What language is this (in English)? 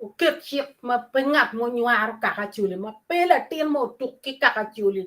Acoli